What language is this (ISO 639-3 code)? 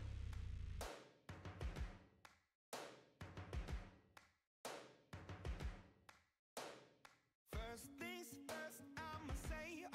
tur